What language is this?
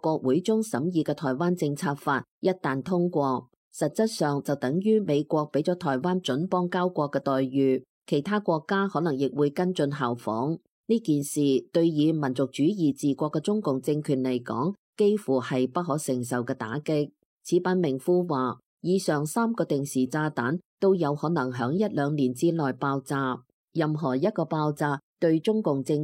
Cantonese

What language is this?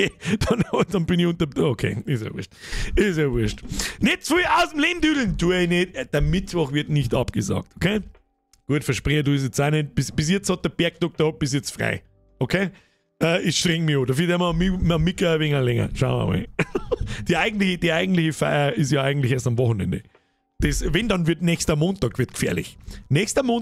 Bavarian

